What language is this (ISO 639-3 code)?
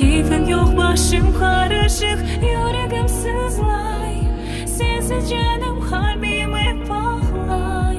crh